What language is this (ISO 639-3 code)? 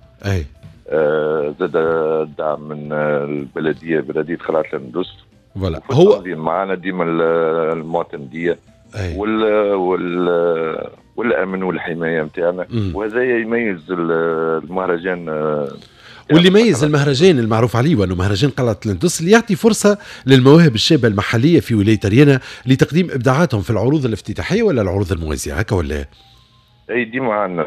aeb